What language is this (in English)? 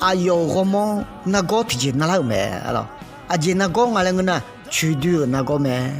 Akha